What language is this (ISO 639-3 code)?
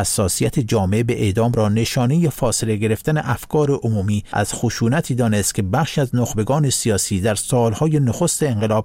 fas